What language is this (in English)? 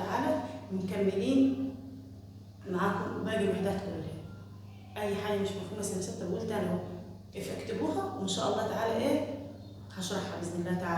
Egyptian Arabic